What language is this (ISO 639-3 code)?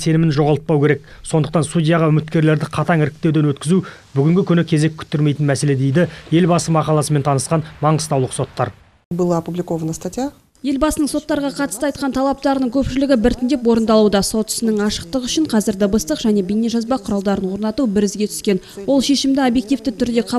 kaz